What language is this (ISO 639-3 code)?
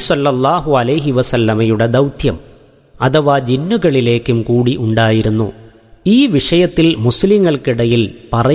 mal